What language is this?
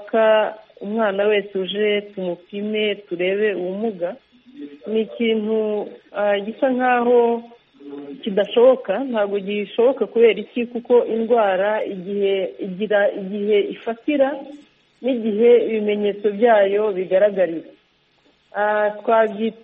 Kinyarwanda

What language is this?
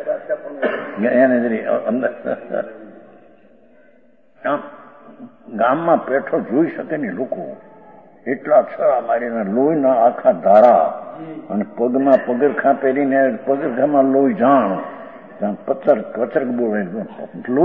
Gujarati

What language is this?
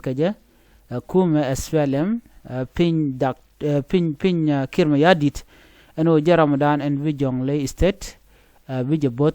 Nuer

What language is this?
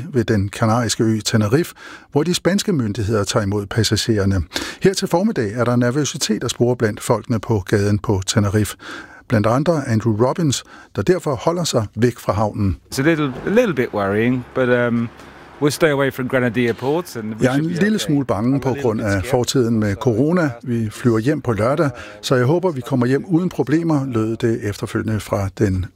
Danish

